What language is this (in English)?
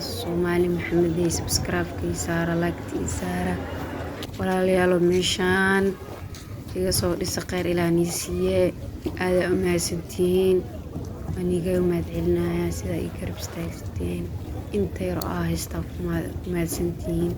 Somali